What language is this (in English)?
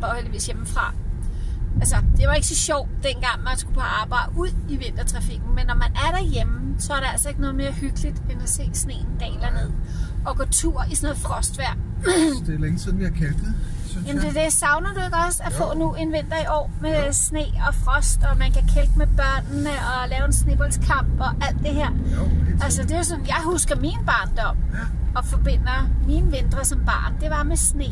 Danish